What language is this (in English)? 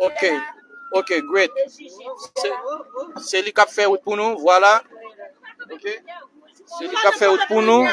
Haitian Creole